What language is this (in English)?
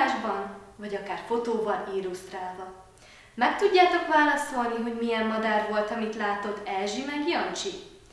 Hungarian